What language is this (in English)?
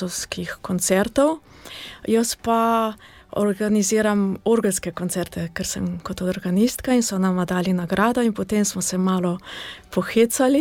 Slovenian